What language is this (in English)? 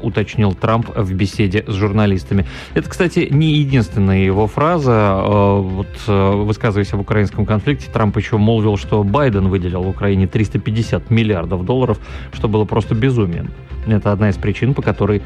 Russian